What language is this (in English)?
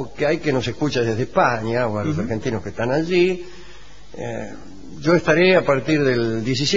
Spanish